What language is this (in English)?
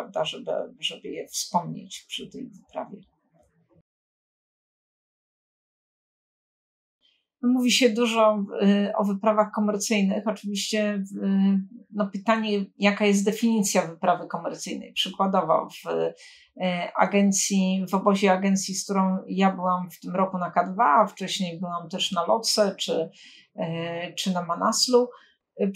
Polish